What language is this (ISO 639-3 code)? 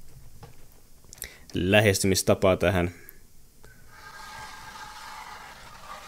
fin